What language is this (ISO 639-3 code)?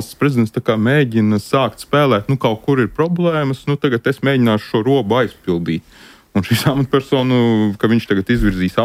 lav